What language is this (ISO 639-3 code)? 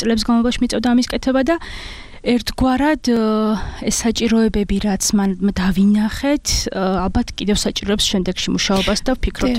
kat